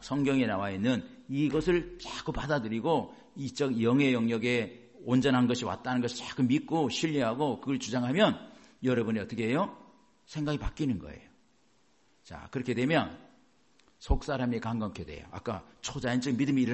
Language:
Korean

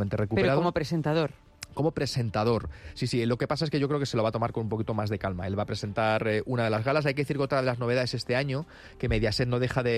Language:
Spanish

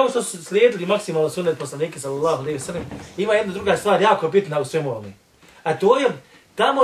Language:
Bosnian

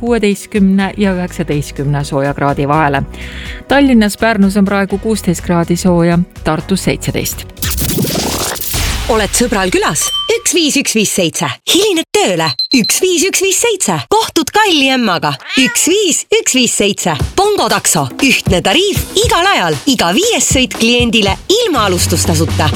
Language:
Estonian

